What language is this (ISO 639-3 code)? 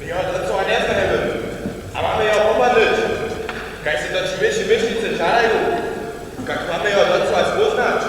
hsb